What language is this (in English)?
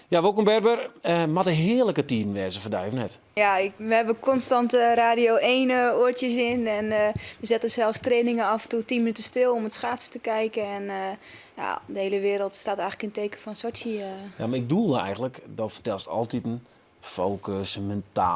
Western Frisian